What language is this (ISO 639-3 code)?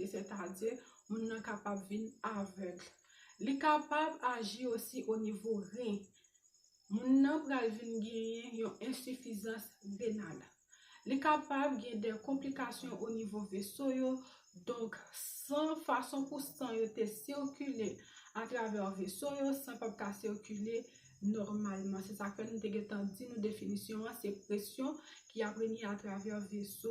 hat